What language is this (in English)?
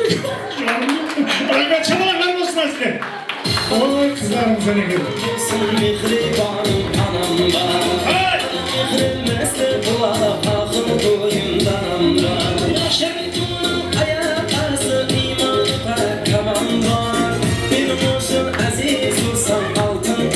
Kara-Kalpak